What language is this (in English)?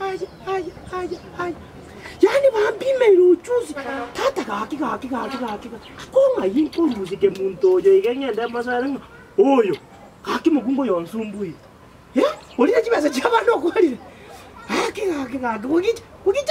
Gusii